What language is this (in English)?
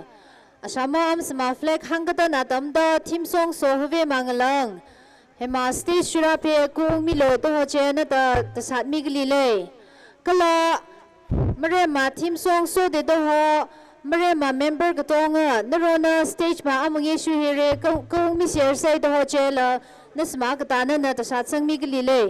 Tangkhul Naga (India)